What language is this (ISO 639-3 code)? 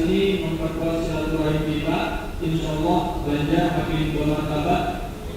bjn